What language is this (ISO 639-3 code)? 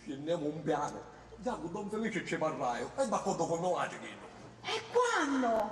scn